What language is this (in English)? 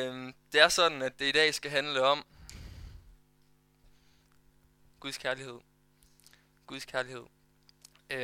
Danish